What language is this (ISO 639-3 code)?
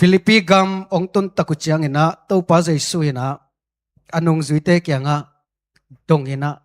ctd